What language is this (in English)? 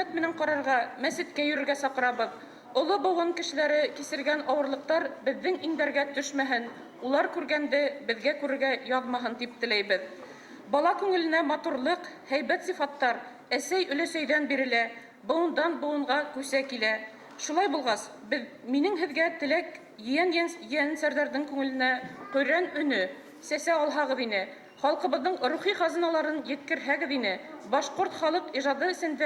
Bashkir